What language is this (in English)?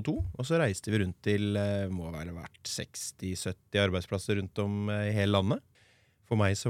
Norwegian